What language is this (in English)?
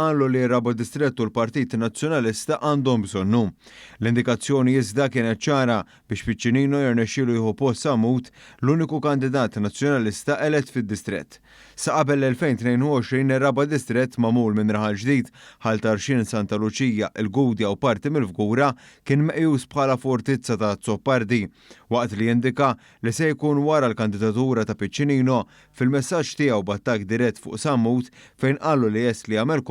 Maltese